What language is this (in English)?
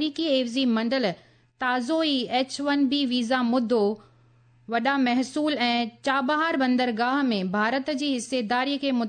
Sindhi